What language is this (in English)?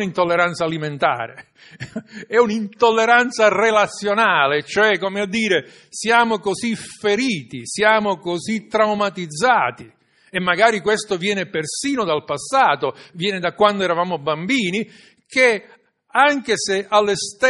Italian